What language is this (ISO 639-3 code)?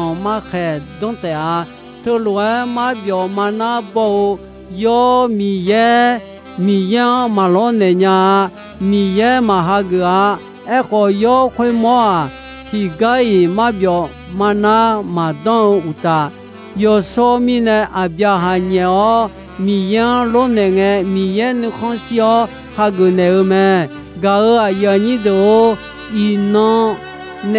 ahk